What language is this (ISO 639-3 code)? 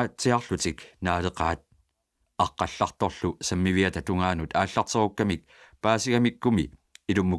kal